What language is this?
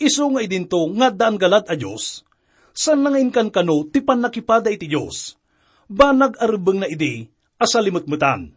Iloko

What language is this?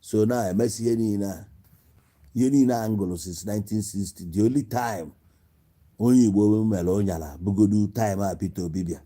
Igbo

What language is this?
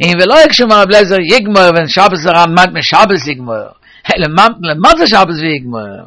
Yiddish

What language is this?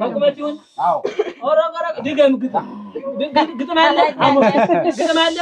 Amharic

